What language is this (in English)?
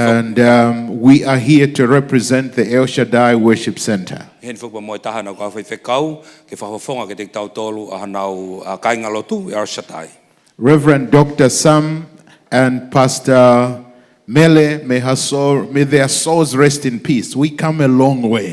Tongan